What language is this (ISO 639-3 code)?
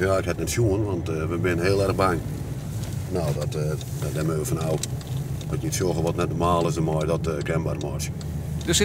fry